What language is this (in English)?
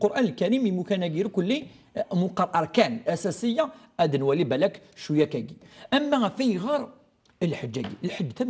Kabyle